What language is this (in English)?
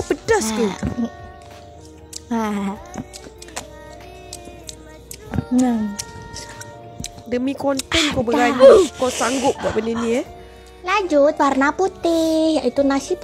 Malay